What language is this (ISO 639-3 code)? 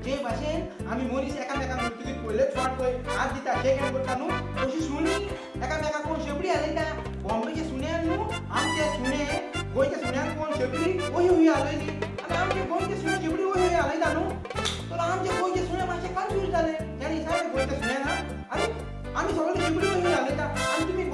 kok